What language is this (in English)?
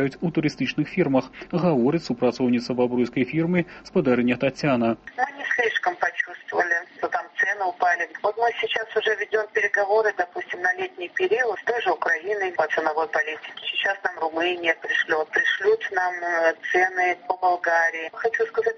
Belarusian